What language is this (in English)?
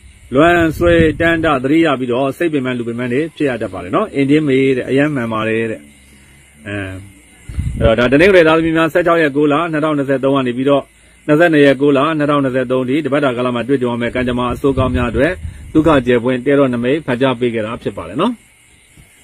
Burmese